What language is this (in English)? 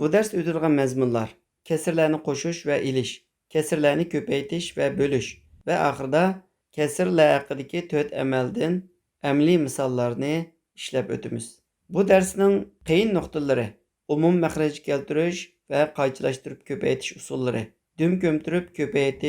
Uyghur